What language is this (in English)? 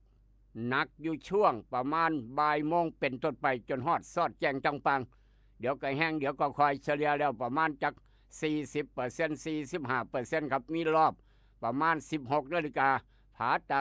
Northeastern Thai